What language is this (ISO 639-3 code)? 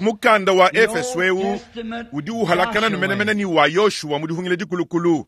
lua